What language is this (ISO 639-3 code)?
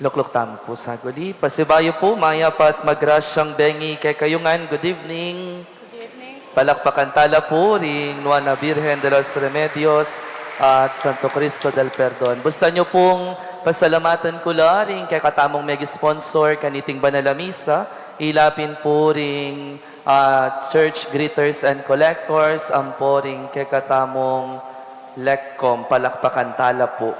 pam